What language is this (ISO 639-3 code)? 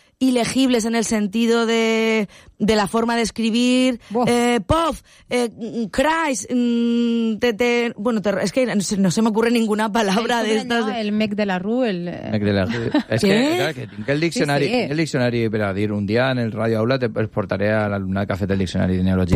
cat